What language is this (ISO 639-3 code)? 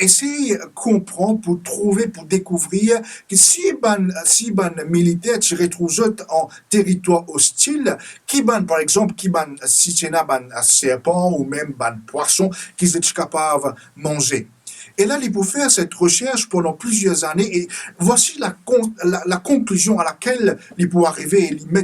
mfe